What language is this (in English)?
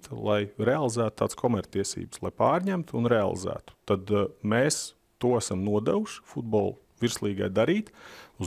Latvian